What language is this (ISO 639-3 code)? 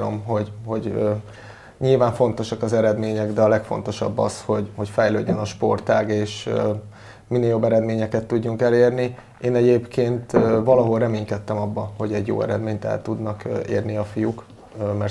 hun